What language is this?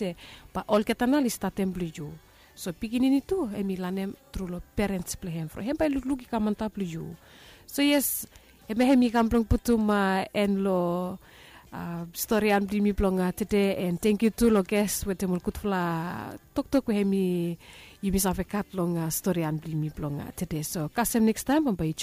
Bislama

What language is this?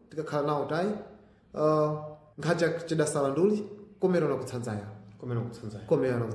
Sena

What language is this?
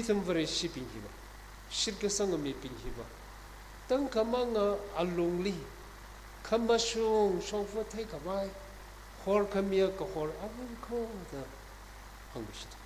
Tangkhul Naga (India)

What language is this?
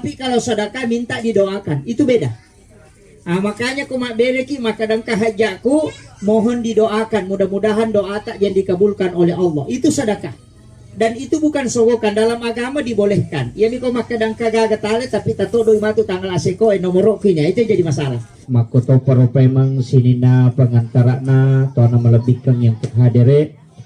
Buginese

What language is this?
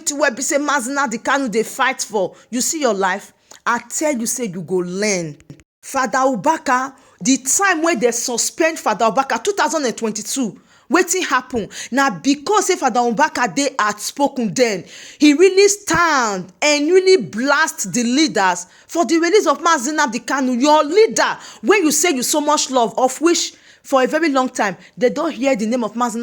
Nigerian Pidgin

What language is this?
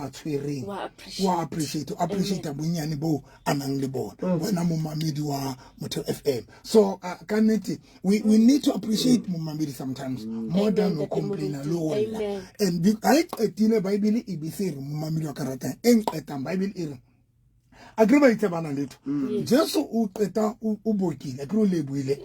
Southern Sotho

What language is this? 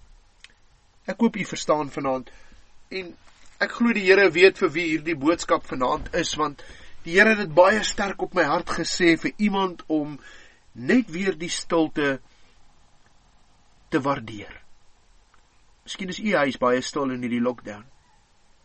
Afrikaans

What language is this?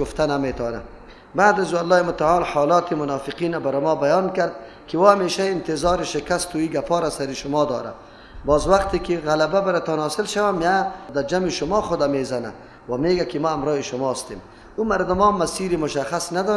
Persian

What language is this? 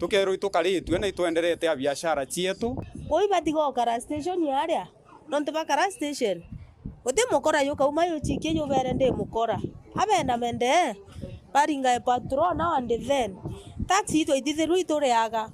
Meru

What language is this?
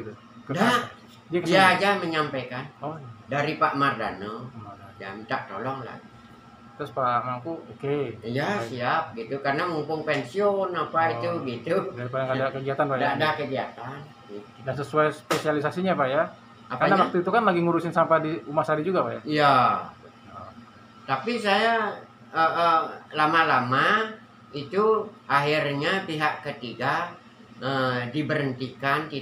Indonesian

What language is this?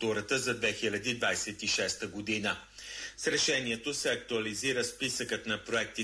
Bulgarian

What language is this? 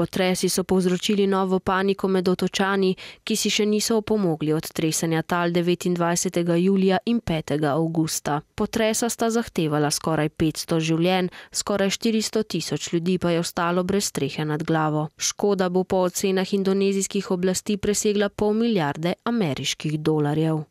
Slovenian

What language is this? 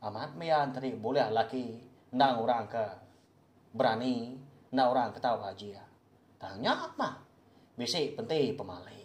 Iban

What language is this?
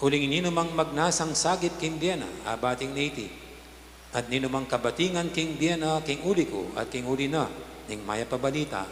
Pampanga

